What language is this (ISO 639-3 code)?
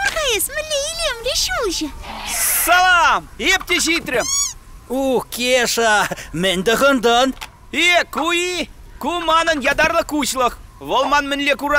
chv